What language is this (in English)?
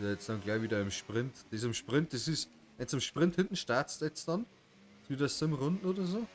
Bavarian